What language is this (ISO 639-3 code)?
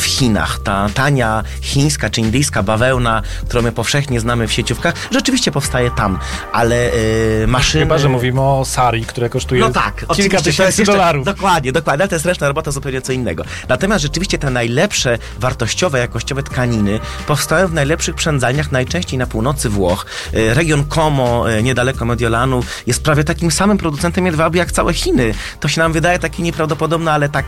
pol